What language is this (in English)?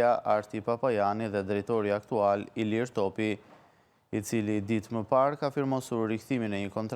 Albanian